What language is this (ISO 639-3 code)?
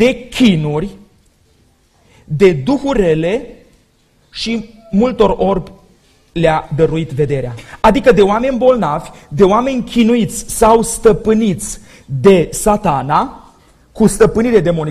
ron